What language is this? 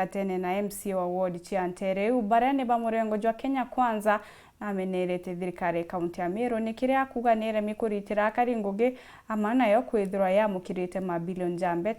Meru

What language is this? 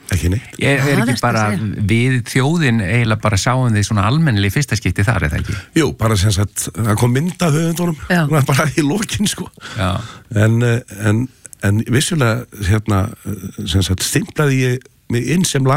Icelandic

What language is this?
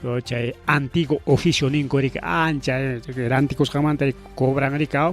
Ayacucho Quechua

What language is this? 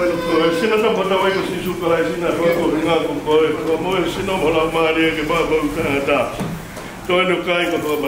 Tongan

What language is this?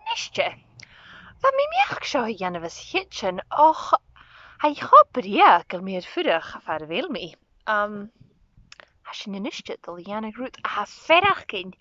Scottish Gaelic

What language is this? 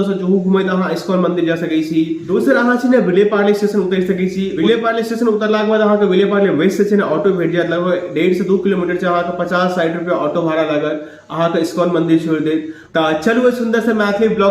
Maithili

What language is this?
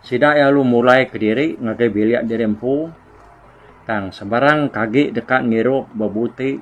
Iban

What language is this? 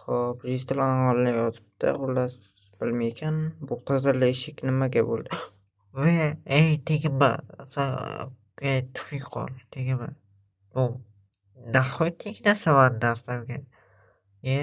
Uzbek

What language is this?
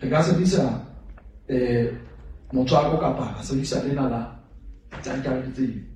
Southern Sotho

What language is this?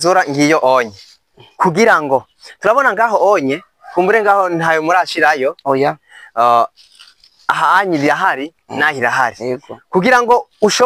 Rundi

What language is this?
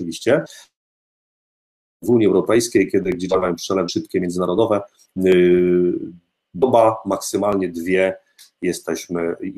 Polish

